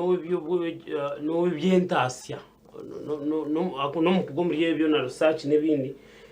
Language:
Nyankole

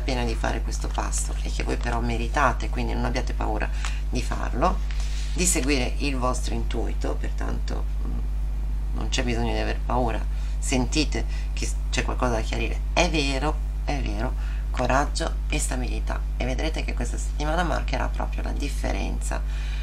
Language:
Italian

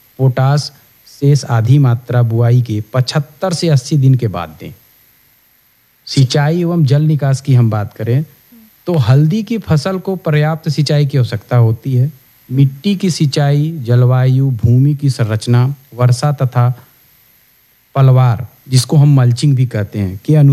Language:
Hindi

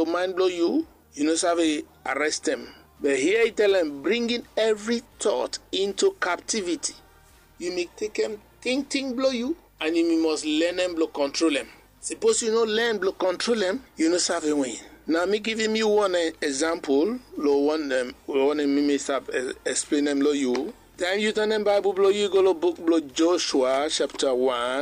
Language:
Bislama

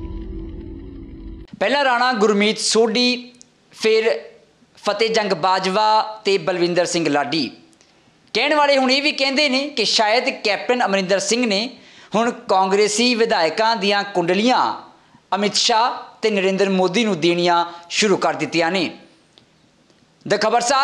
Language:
Punjabi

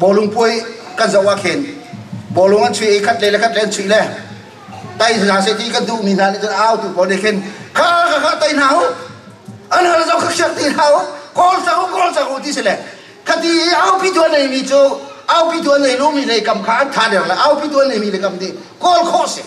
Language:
Hakha Chin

